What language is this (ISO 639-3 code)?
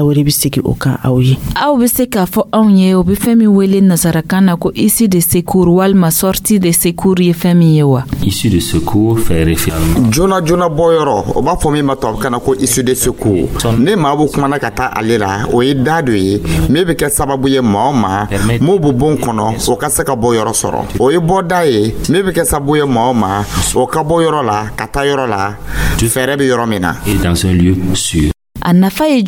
dyu